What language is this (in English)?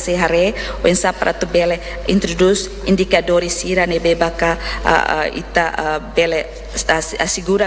Tetum